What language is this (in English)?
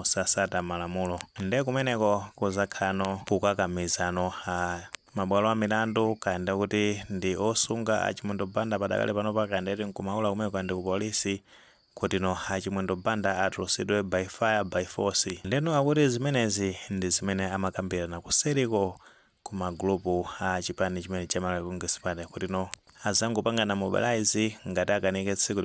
Nyanja